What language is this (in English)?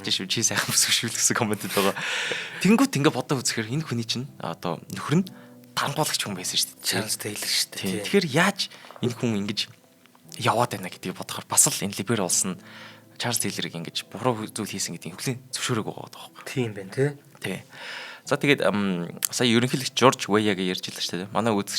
Mongolian